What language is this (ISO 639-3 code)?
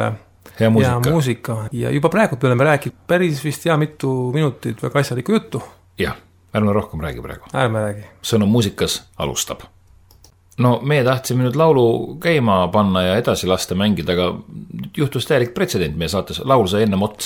est